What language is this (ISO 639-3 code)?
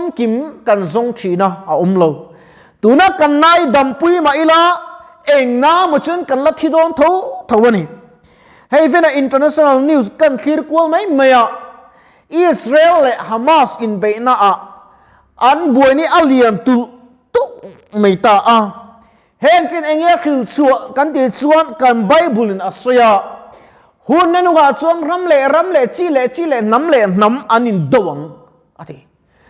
lus